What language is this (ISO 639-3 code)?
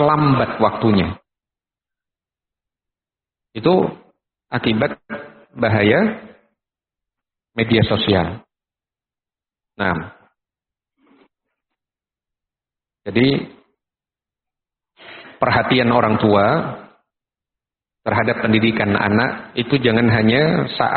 ind